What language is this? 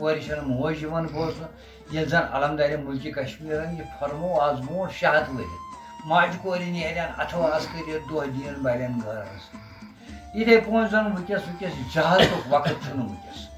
Kashmiri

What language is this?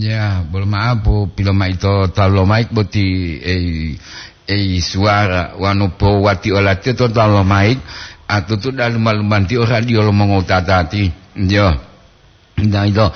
Gorontalo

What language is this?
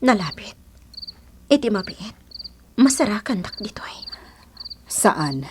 Iloko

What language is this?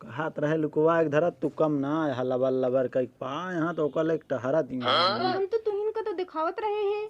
Awadhi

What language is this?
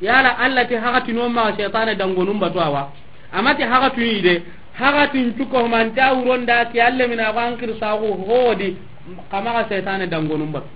Soninke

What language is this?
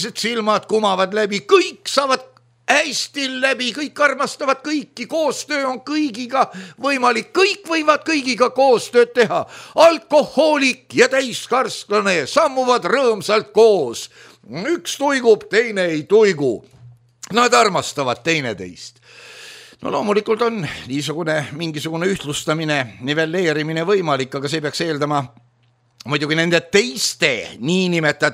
Estonian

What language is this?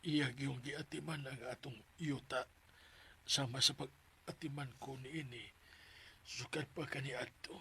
Cebuano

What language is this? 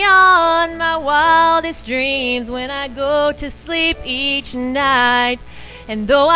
English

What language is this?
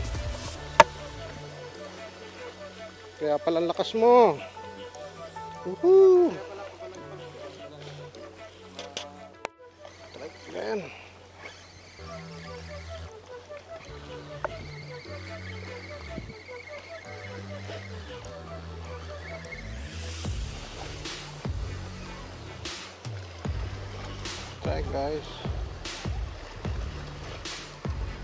Filipino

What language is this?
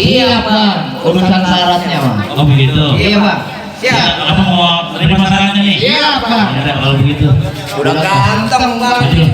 Betawi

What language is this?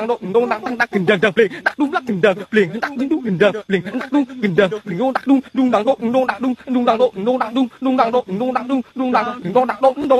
Vietnamese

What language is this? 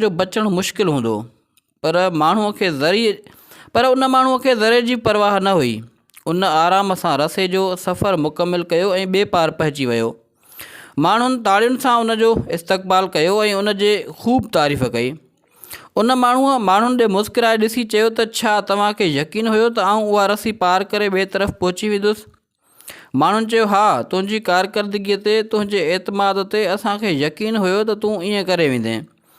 Sindhi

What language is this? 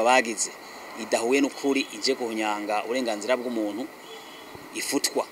Rundi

